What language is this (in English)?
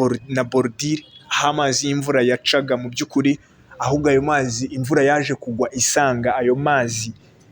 Kinyarwanda